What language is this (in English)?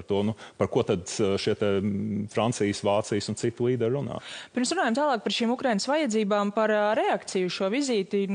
Latvian